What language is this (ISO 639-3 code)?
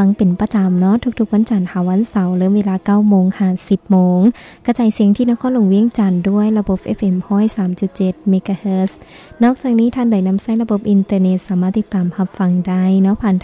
lao